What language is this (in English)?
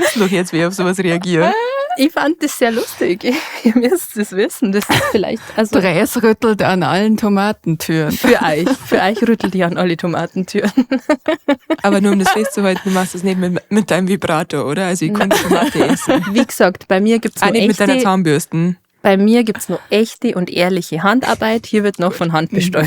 Bavarian